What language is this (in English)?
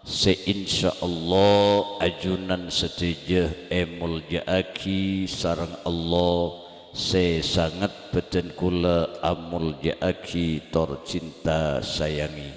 Madurese